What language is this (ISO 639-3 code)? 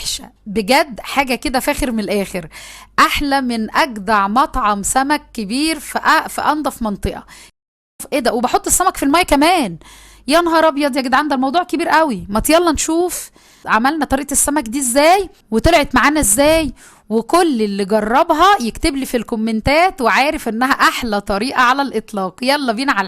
arz